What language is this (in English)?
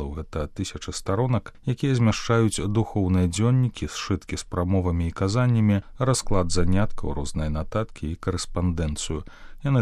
Belarusian